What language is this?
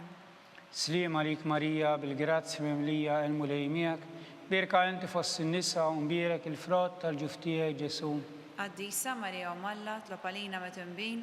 Maltese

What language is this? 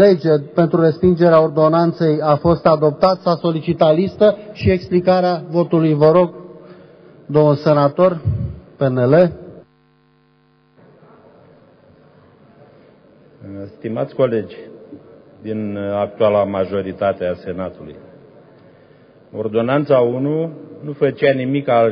Romanian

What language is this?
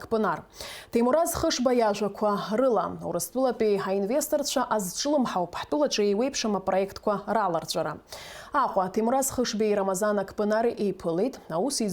Abkhazian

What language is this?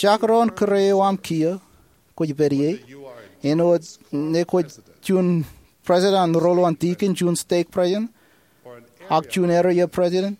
Marshallese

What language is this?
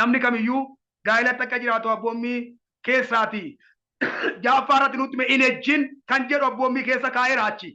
Oromo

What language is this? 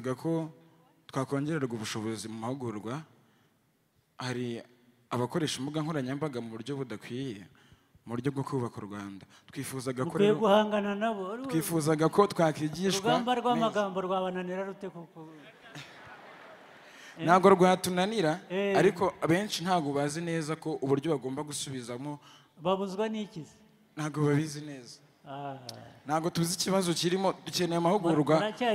Kinyarwanda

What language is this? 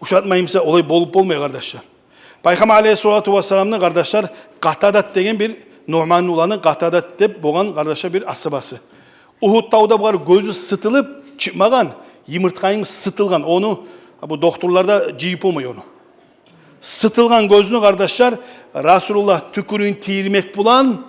Kumyk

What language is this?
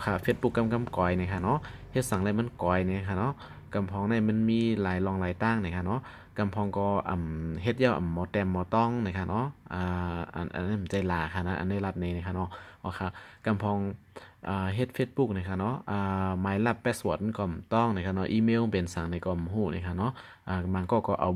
Shan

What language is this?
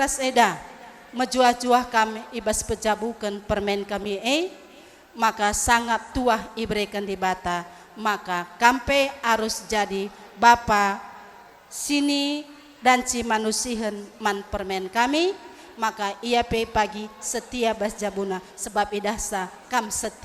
Batak Karo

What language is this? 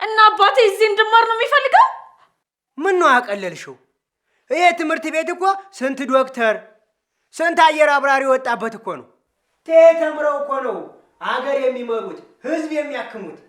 Amharic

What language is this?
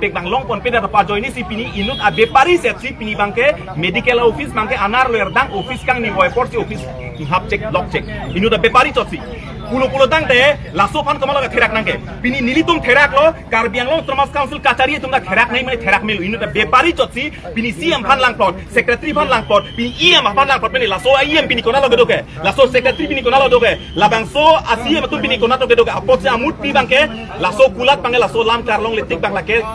Karbi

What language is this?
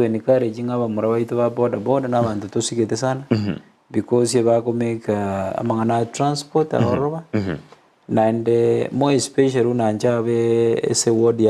Gusii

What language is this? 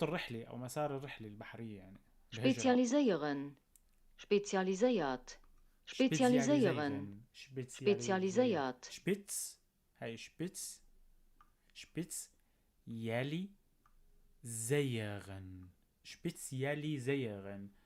North Levantine Arabic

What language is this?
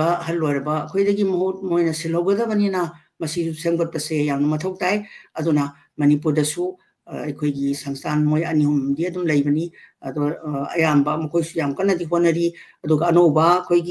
Manipuri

